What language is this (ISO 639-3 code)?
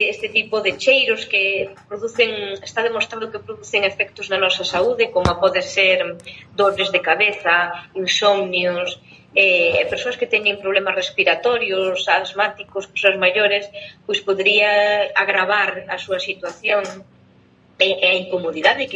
glg